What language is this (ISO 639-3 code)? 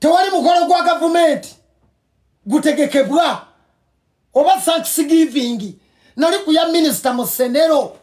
lug